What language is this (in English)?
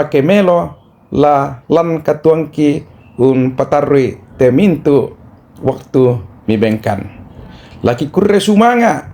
Toraja-Sa'dan